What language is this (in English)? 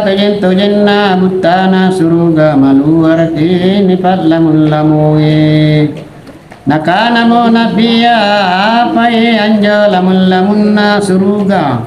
Makasar